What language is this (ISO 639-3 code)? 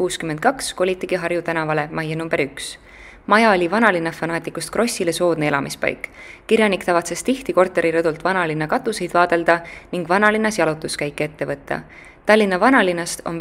est